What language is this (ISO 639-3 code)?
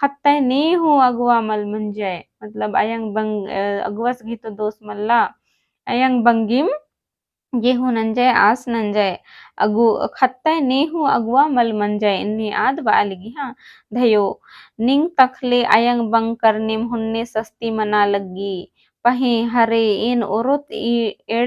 kru